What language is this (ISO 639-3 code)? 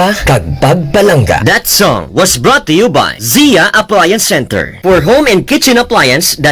hil